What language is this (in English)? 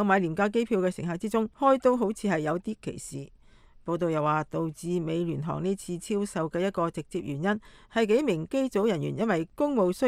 Cantonese